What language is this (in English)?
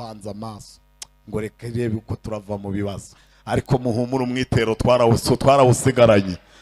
Kinyarwanda